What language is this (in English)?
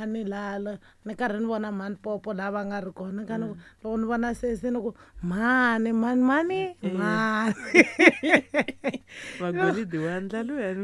Tsonga